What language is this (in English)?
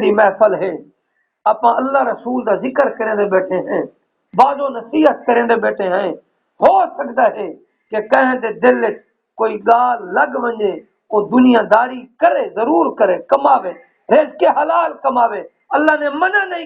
Saraiki